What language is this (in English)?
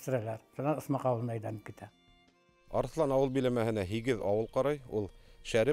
Bashkir